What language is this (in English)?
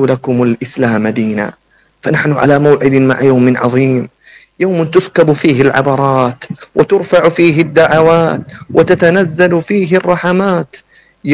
Najdi Arabic